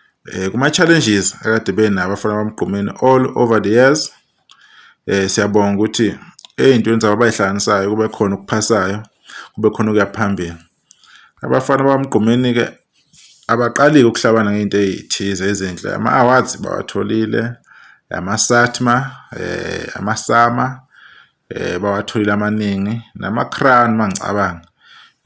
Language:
Zulu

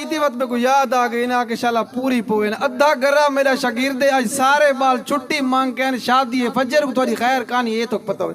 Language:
Saraiki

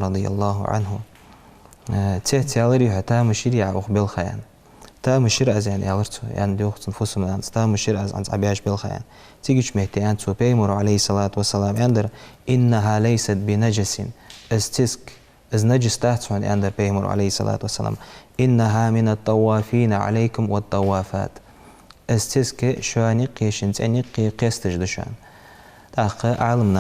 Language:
Ingush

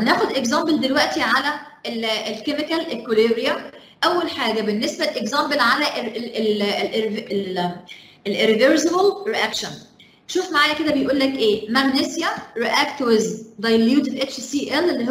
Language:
Egyptian Arabic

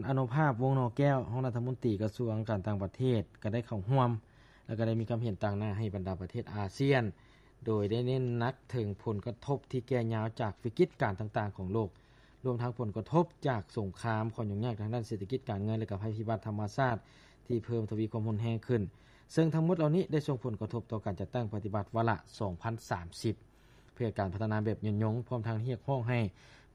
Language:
Lao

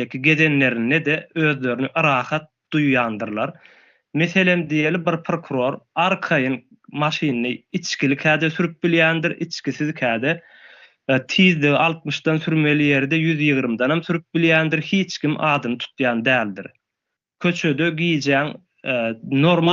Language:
Turkmen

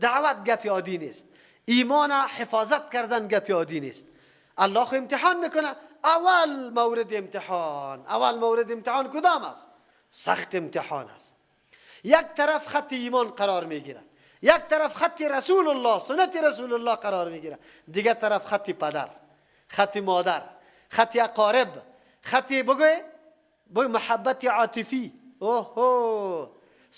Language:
Persian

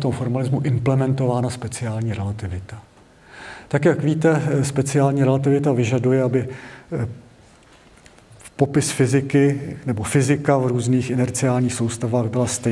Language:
Czech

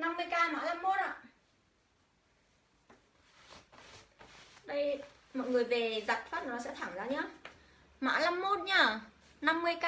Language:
Vietnamese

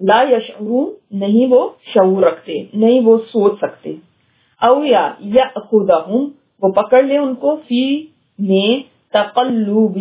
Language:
Urdu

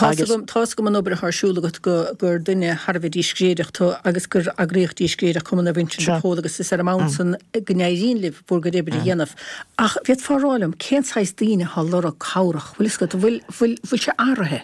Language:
Irish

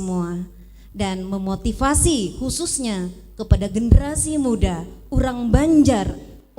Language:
Banjar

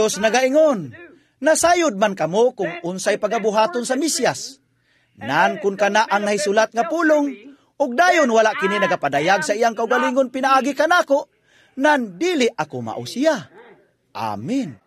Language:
Cebuano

